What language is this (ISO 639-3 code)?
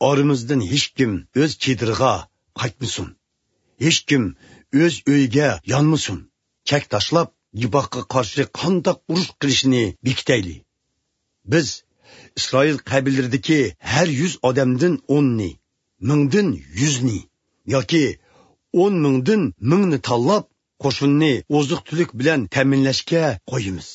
uig